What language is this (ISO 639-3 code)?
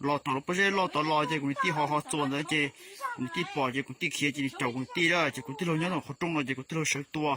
hmn